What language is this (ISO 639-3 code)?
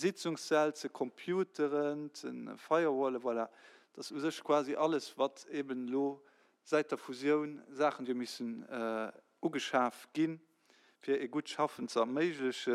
ltz